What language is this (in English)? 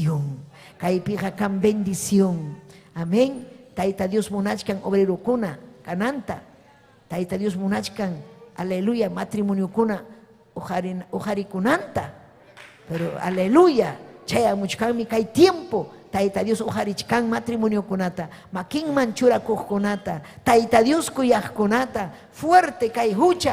Ayacucho Quechua